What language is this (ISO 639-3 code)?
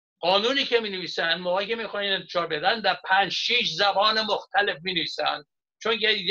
fas